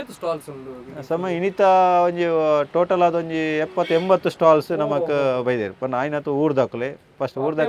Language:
Tulu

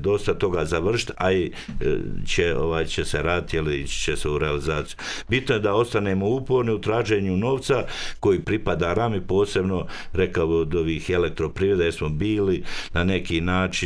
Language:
Croatian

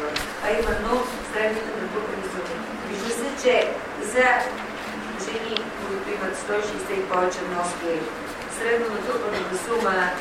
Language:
Bulgarian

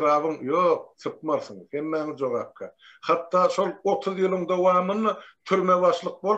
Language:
Turkmen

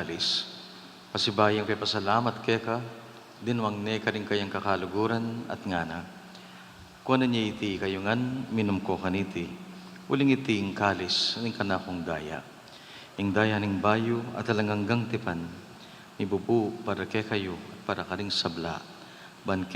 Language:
Pampanga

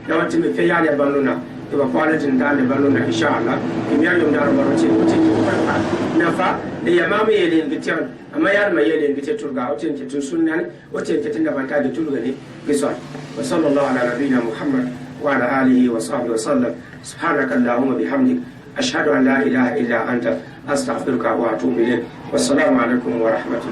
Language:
Gourmanchéma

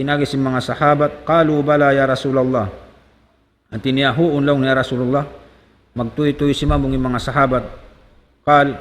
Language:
Tausug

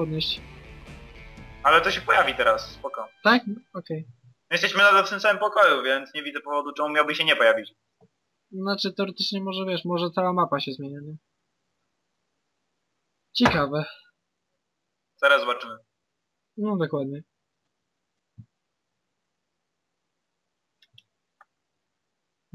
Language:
Polish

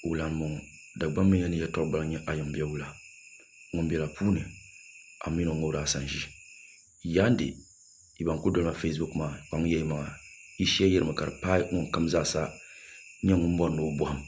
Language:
Dagbani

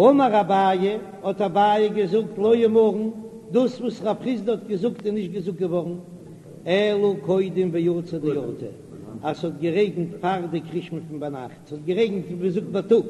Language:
Yiddish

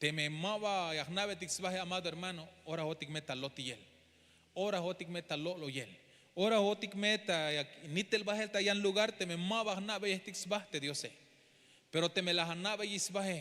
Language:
Tzeltal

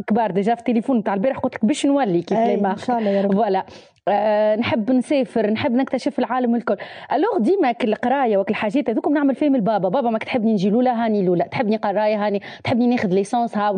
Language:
Tunisian Arabic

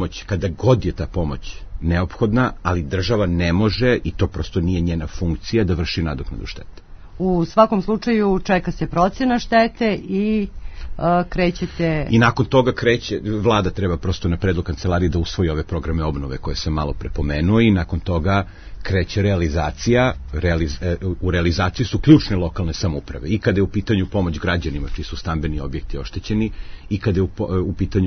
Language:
Serbian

